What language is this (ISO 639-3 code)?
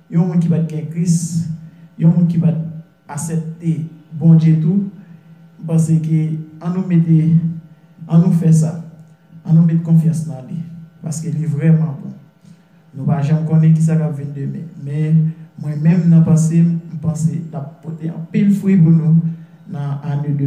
hat